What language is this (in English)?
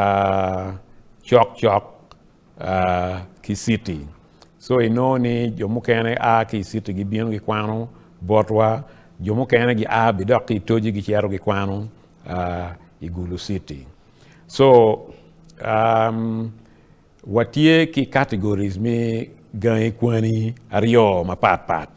Acoli